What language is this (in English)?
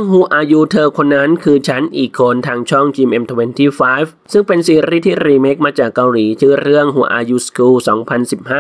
Thai